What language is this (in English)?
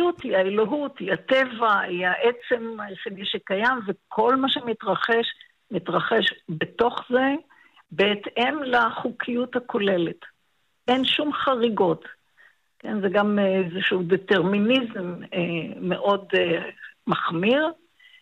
Hebrew